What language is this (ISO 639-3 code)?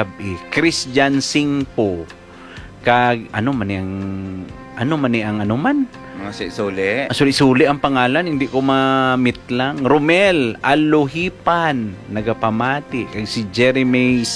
hil